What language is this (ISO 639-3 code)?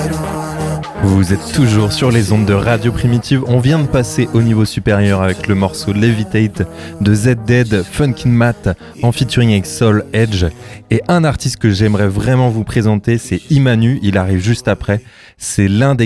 fra